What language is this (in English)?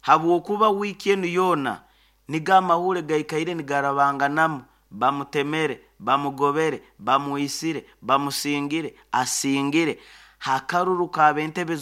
Nyoro